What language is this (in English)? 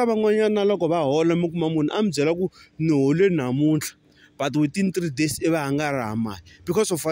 Tsonga